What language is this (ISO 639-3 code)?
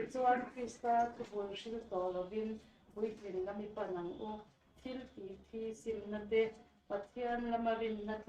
lus